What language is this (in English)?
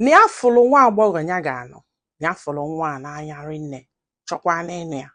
Igbo